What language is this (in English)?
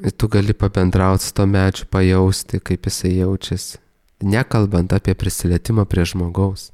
Lithuanian